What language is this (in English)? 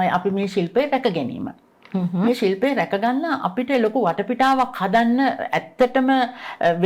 Sinhala